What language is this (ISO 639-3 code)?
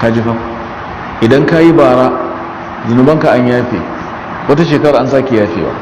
hau